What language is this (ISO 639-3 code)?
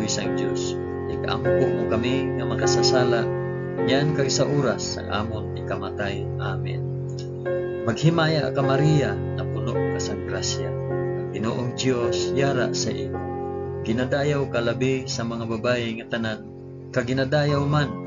hil